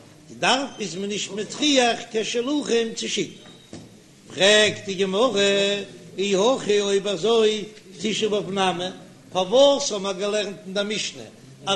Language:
Yiddish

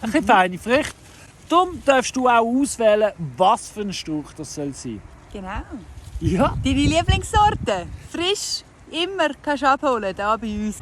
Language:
Swiss German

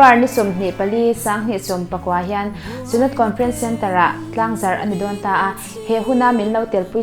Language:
Mizo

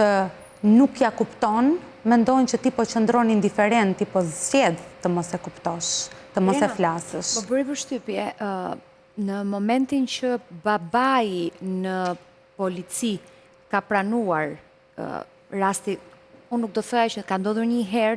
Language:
Albanian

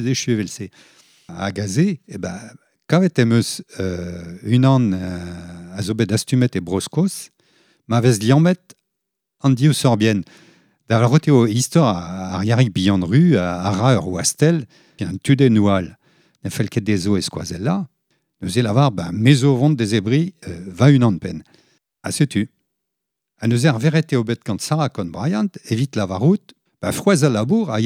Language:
Breton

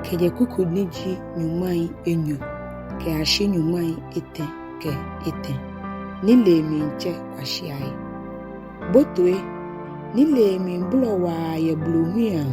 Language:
Ga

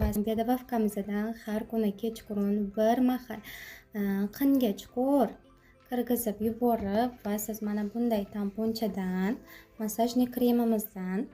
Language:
Uzbek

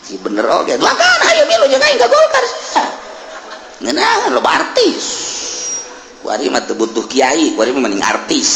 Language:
Sundanese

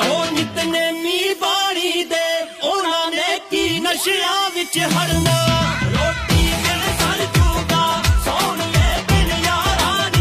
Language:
Punjabi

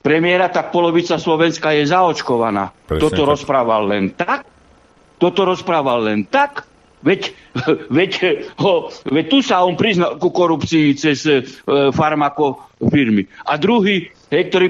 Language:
Slovak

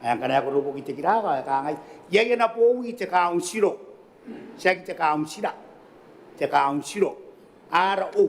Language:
Gilbertese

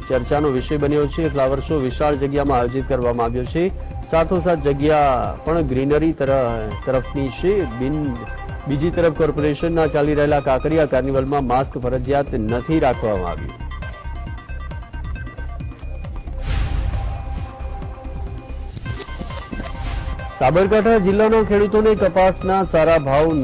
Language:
Gujarati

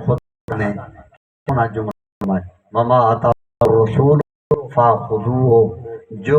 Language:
Saraiki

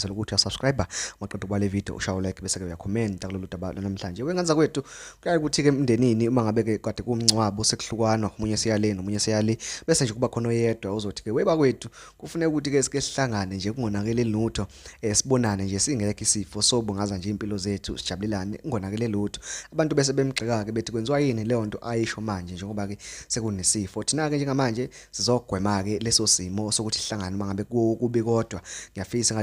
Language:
Zulu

